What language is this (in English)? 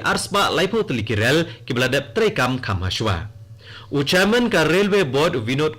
Khasi